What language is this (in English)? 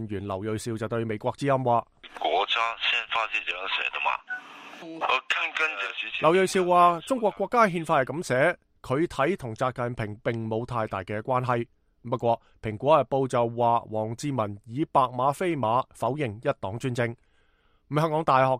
Cantonese